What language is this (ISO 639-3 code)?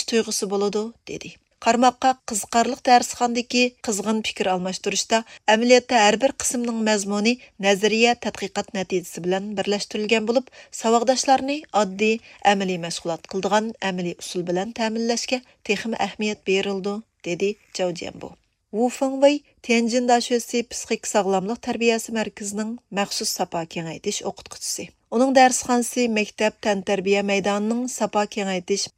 uig